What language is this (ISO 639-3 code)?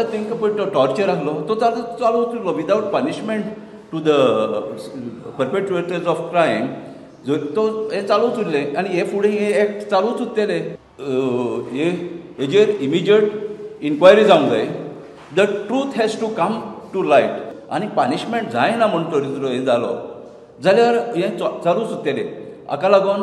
kok